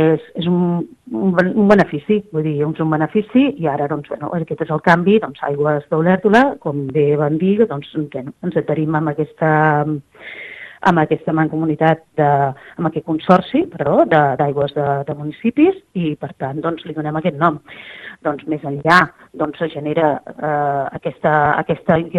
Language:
Catalan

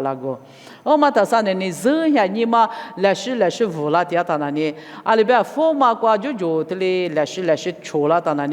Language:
Lisu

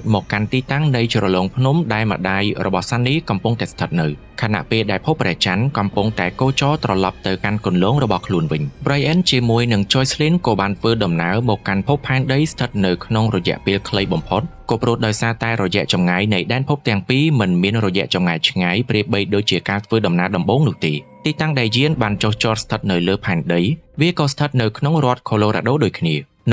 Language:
Khmer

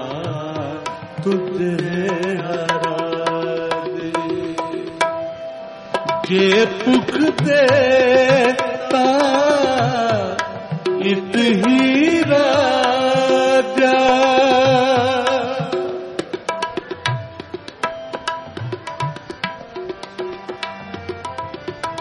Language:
Punjabi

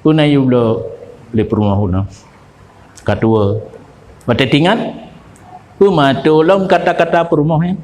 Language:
Achinese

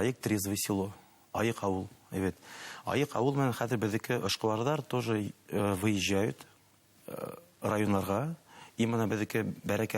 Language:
Bashkir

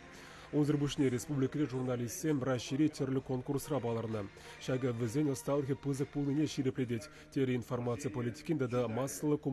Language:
Chuvash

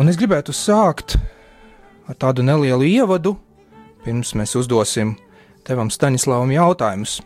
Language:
Latvian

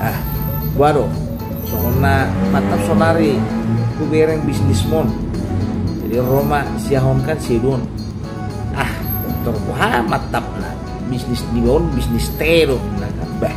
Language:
Batak Toba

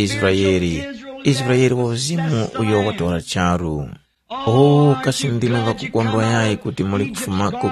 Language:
Tumbuka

